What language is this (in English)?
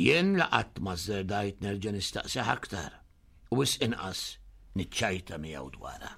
Maltese